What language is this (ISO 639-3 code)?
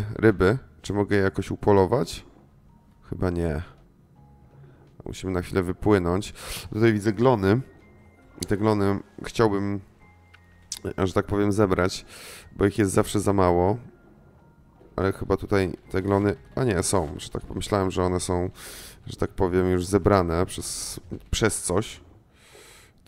pol